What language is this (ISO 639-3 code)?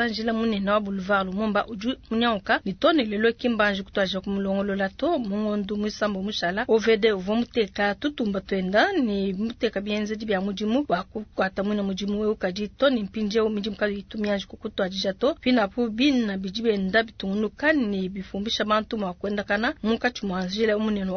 lua